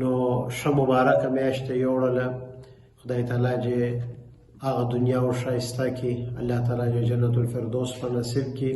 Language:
Pashto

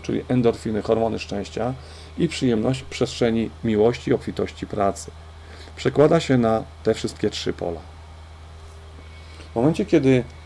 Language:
Polish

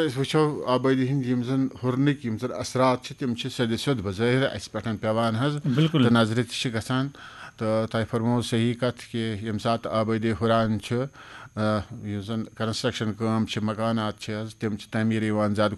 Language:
Kashmiri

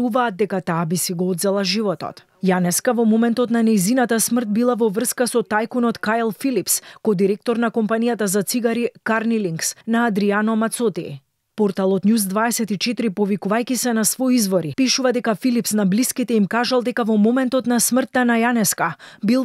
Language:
Macedonian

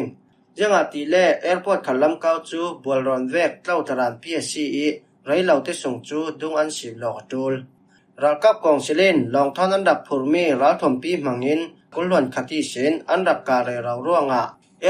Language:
Falam Chin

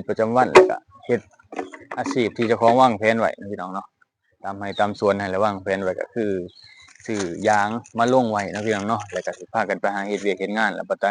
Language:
Lao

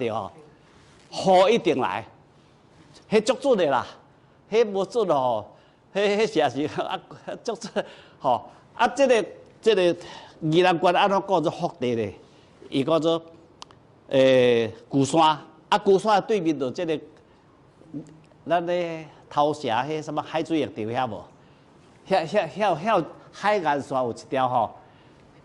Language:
Min Nan Chinese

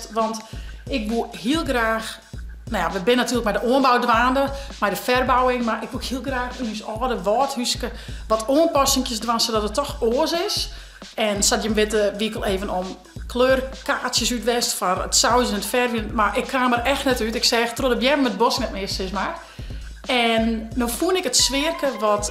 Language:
Western Frisian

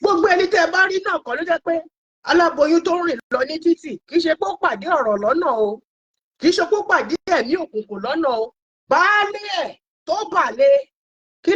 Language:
Yoruba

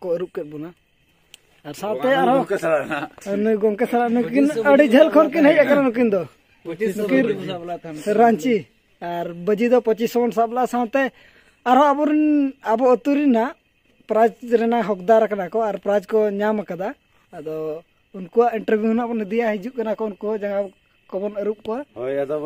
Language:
Santali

